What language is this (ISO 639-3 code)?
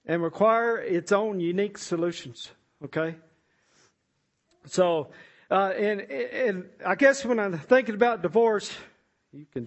eng